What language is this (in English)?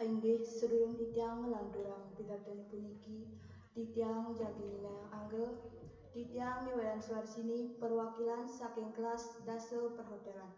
Balinese